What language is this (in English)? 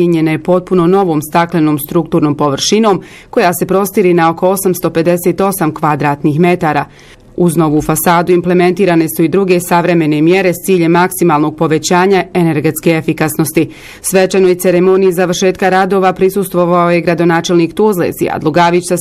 Bosnian